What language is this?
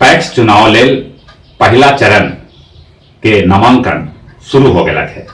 Magahi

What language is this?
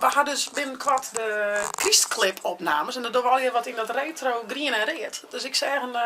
Western Frisian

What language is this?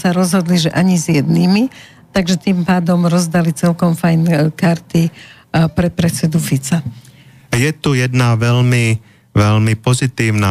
Slovak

